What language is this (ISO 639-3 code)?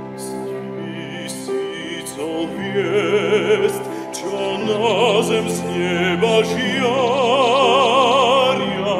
slk